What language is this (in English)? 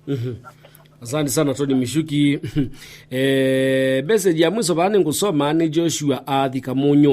Kamba